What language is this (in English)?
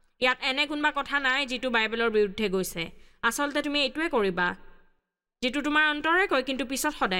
Assamese